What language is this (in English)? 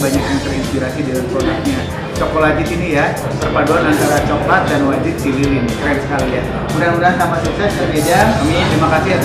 Indonesian